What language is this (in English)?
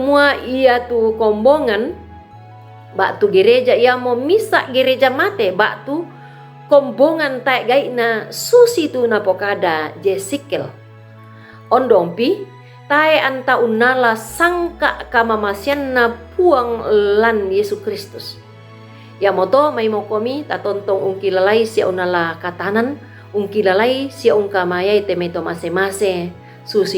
Toraja-Sa'dan